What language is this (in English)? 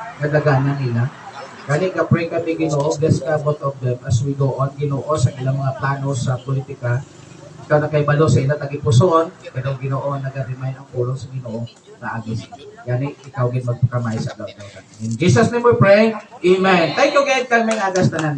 Hiligaynon